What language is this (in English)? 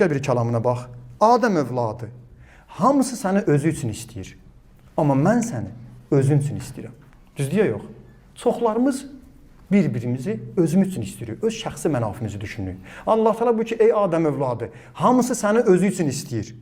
Azerbaijani